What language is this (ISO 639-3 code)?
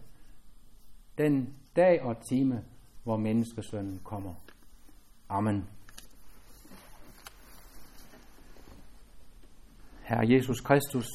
dan